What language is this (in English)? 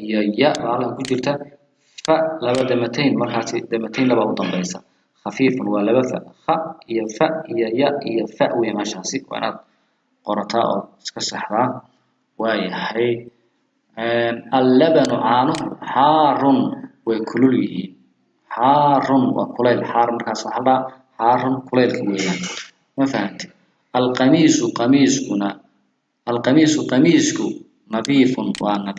Somali